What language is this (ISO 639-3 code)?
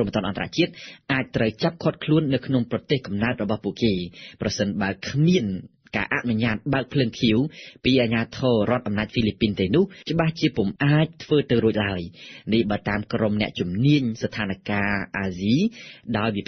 khm